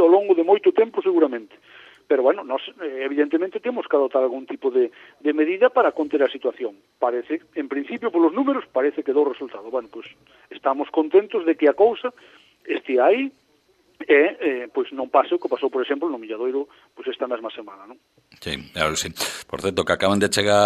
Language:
Galician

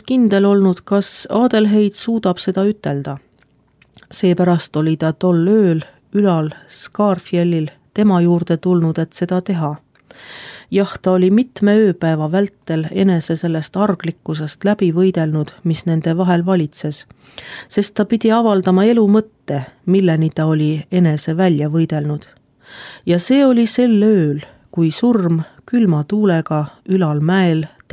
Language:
Estonian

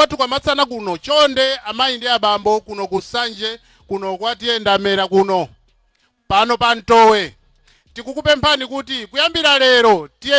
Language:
Nyanja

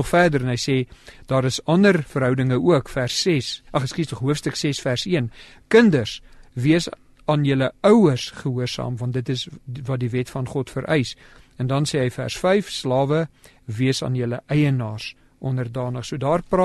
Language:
Afrikaans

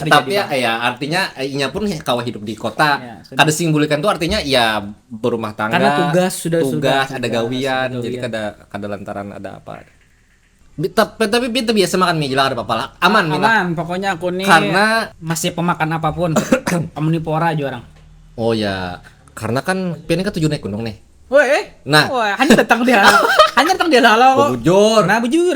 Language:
Banjar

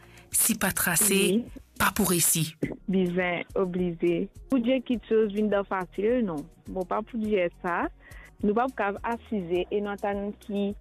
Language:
Morisyen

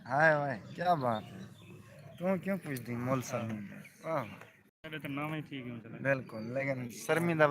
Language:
Saraiki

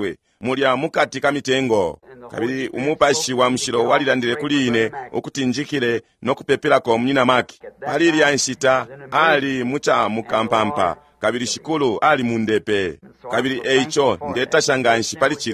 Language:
Bemba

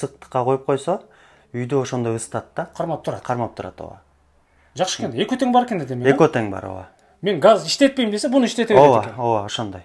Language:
Kyrgyz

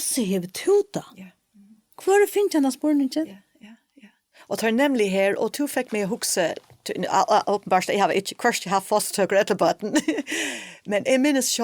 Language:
Faroese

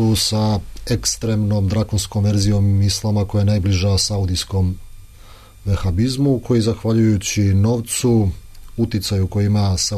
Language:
Serbian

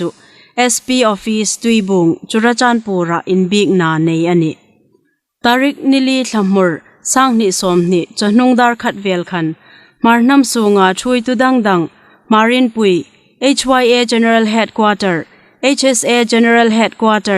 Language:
Hmar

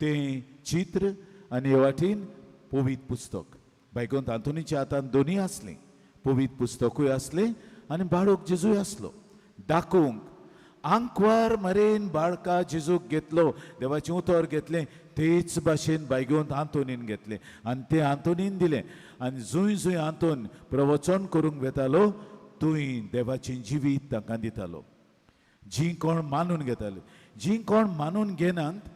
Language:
Konkani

